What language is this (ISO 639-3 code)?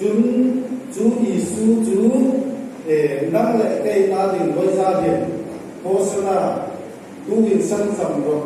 hmr